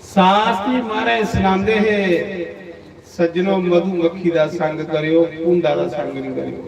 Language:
Dogri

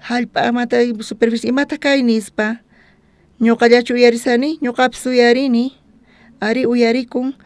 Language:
South Bolivian Quechua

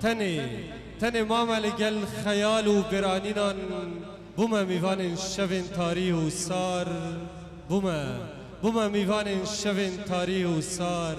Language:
Kurdish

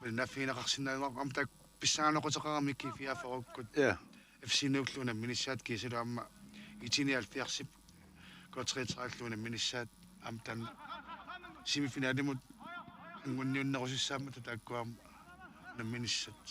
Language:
Kalaallisut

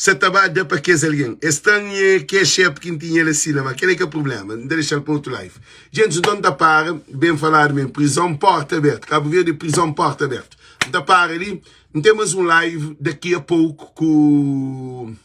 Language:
Kabuverdianu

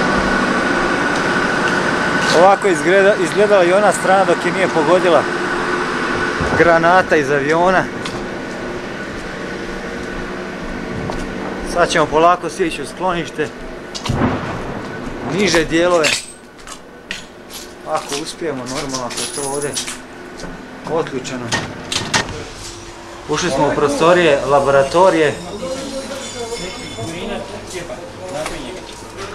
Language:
Croatian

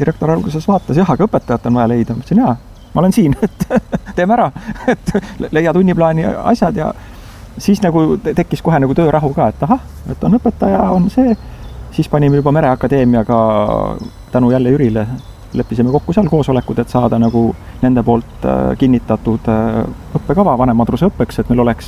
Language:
Estonian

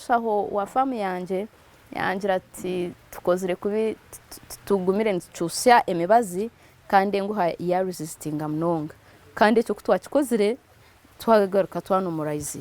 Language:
Nyankole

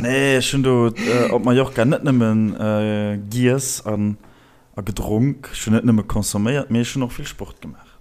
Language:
Luxembourgish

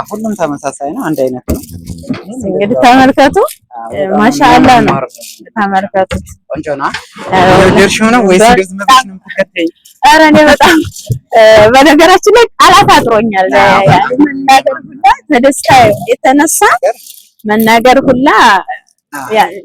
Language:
Amharic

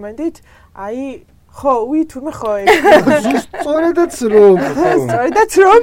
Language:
Georgian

